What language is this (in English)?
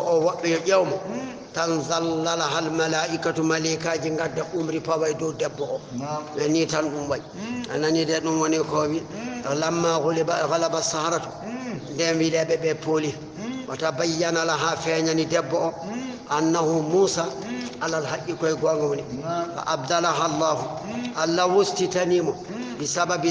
Fula